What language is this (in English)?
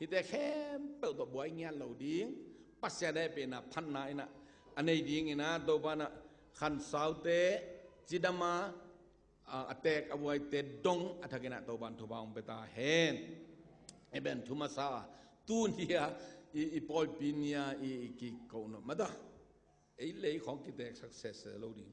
Tedim Chin